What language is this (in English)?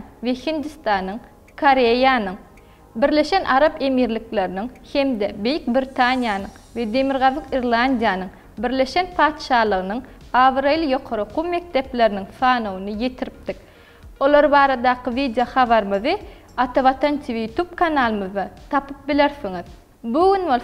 Turkmen